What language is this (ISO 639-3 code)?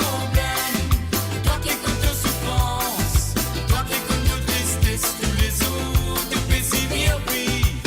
mfe